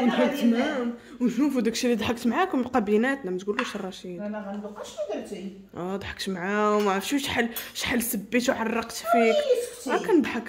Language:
Moroccan Arabic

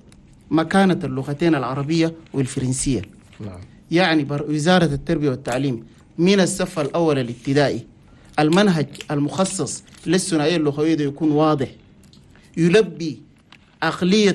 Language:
Chadian Arabic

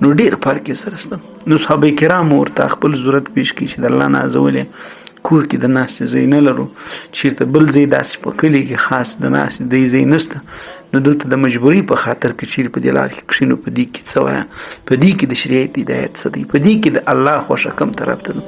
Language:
Pashto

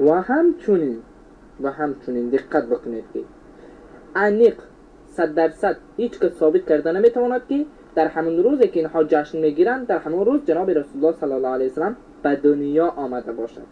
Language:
Persian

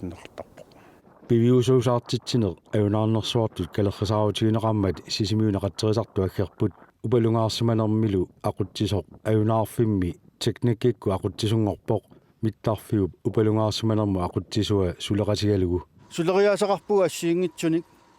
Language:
Kalaallisut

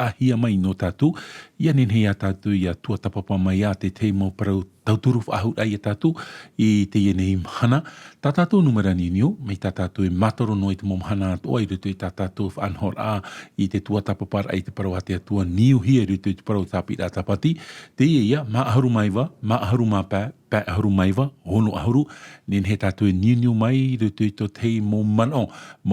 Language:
Tahitian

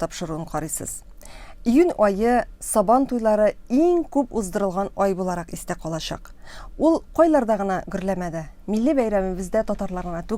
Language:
Tatar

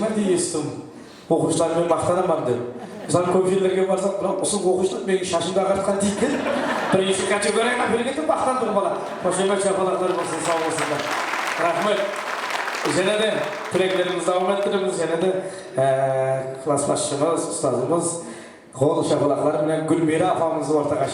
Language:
Kara-Kalpak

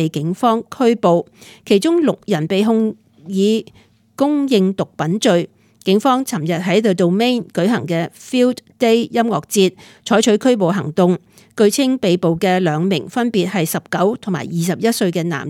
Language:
Cantonese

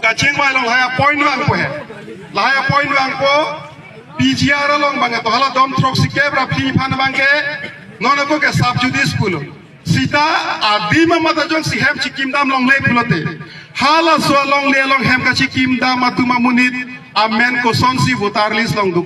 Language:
Karbi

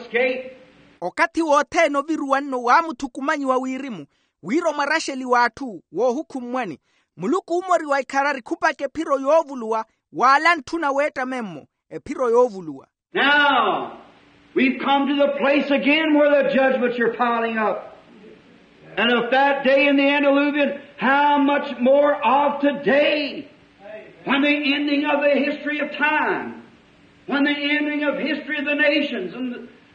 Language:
Makhuwa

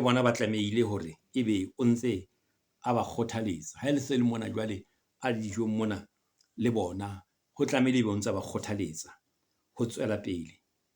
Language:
Southern Sotho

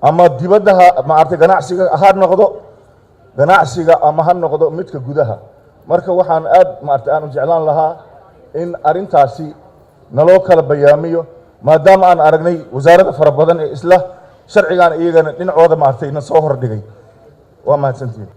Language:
Somali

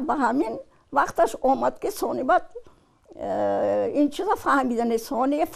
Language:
Tajik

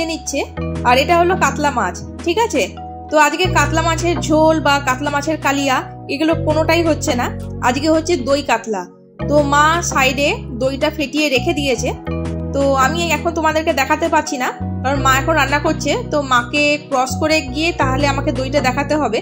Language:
Bangla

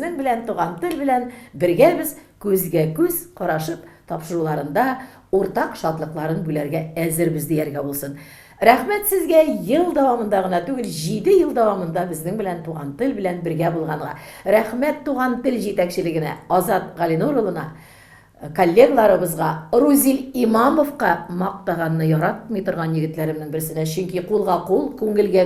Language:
Tatar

